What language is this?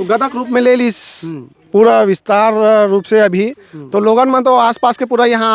Chhattisgarhi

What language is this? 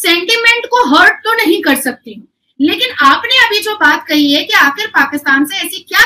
Hindi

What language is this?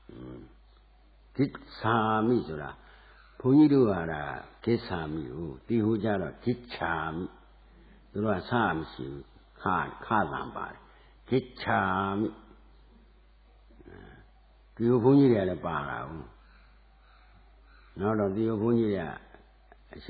Burmese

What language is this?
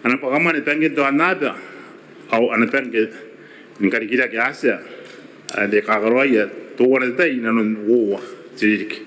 Gilbertese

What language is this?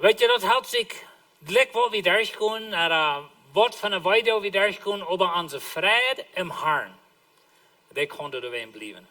Plautdietsch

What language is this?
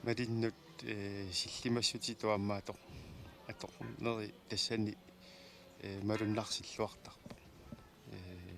Kalaallisut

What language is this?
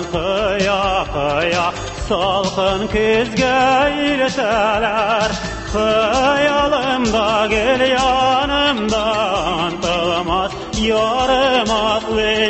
Tatar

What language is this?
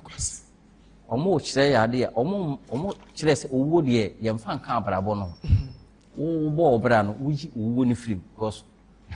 Akan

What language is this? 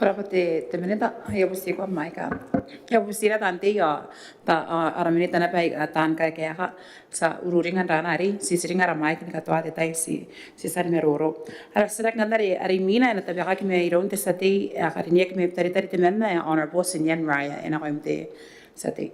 Gilbertese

